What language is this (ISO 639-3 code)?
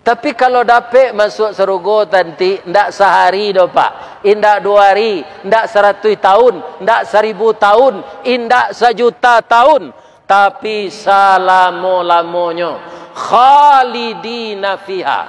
min